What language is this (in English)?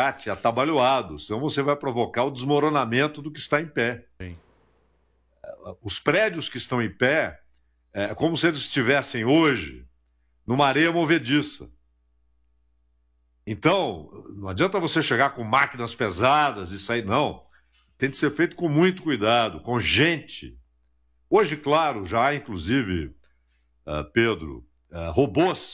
Portuguese